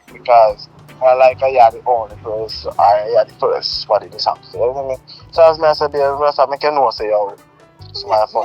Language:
Jamaican Creole English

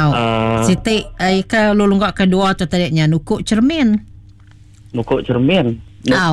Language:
Iban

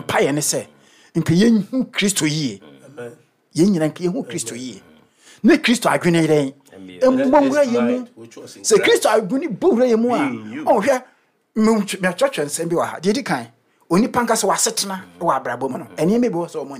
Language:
Akan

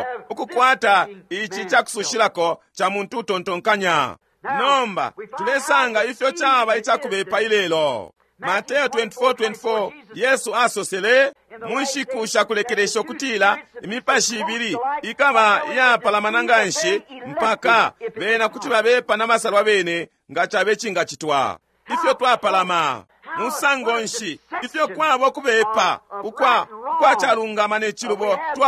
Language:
Bemba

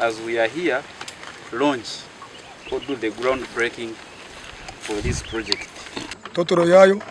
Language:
Nyankole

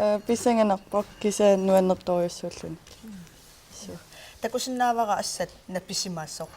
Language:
Kalaallisut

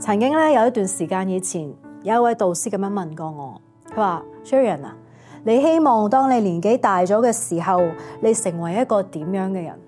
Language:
Cantonese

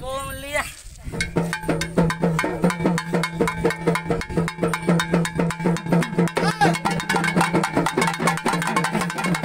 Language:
Tamil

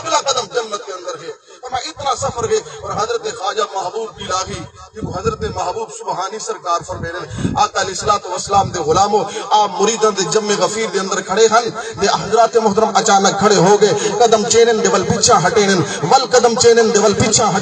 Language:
Saraiki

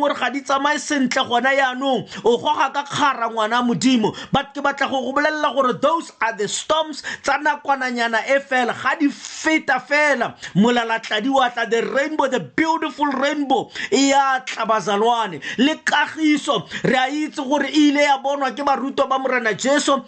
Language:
Tswana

